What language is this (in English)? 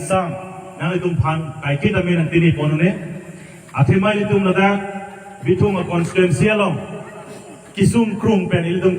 Karbi